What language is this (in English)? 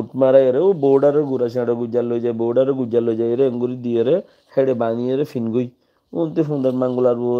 Rohingya